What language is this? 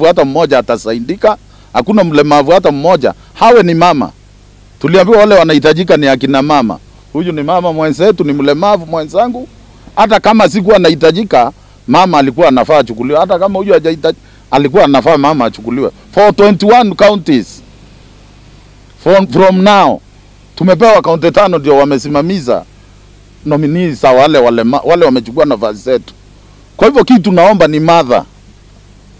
Swahili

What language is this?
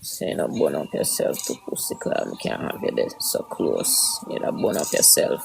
Jamaican Creole English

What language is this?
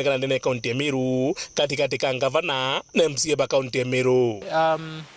Meru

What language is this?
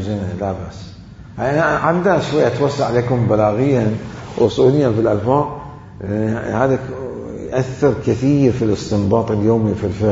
Mesopotamian Arabic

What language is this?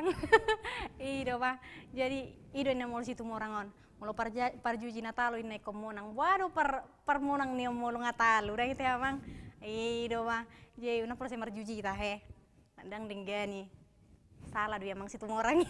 Batak Toba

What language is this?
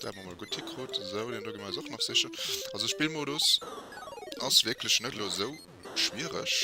Luxembourgish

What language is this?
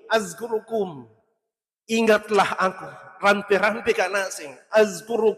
Buginese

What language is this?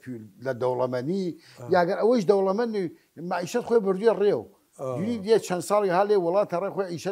Southern Kurdish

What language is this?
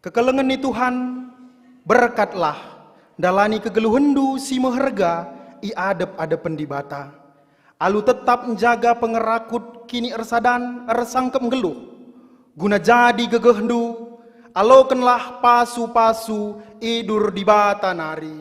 Batak Karo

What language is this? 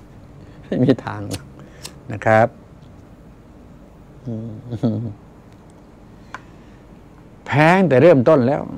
Thai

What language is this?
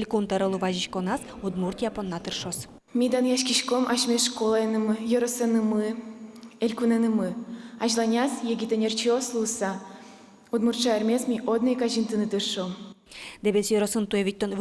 Udmurt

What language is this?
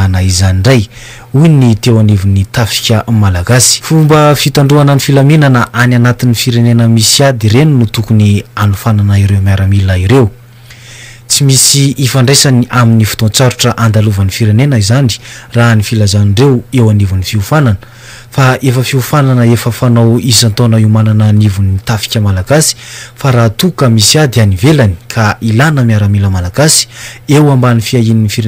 Malagasy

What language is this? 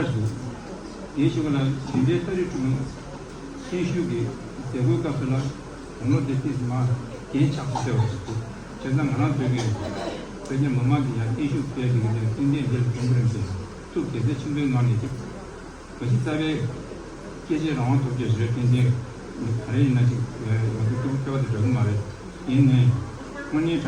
Tibetan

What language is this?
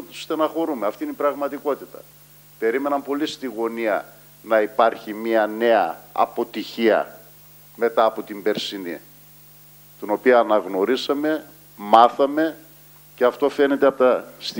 Greek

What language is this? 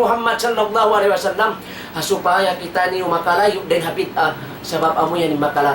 Tausug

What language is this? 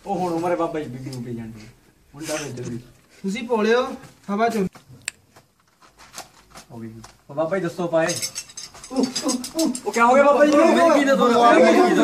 Punjabi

